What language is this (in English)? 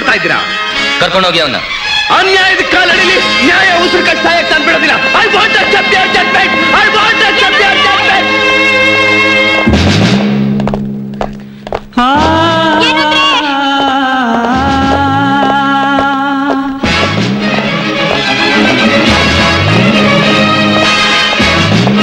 Kannada